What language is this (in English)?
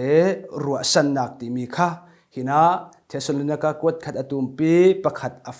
Falam Chin